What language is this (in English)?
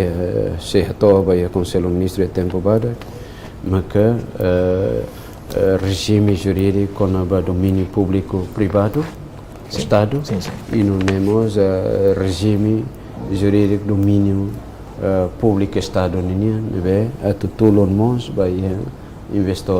Tetum